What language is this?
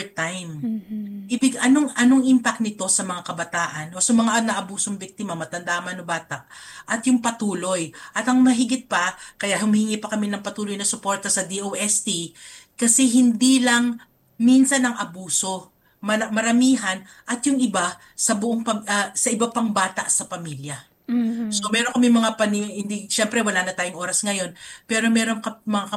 Filipino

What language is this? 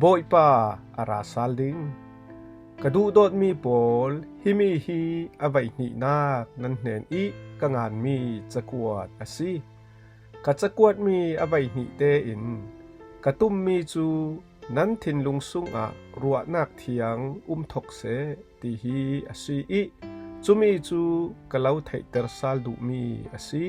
Falam Chin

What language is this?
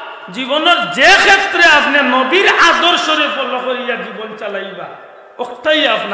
Sylheti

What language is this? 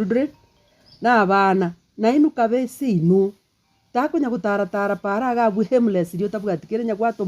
Gusii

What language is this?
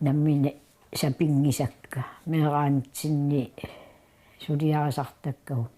Kalaallisut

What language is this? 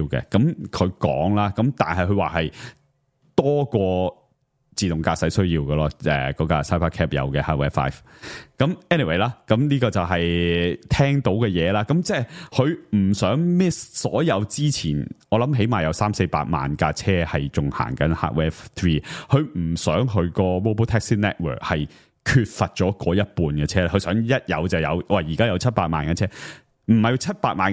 Cantonese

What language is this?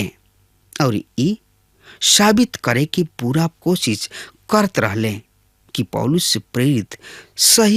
Bhojpuri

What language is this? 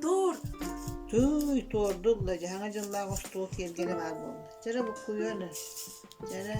Yakut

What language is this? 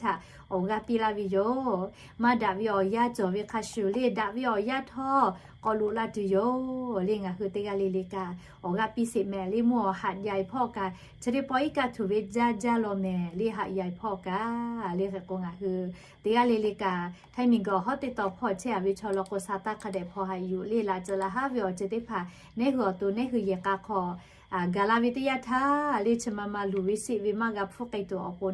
Lahu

